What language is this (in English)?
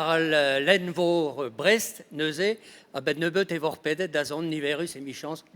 Breton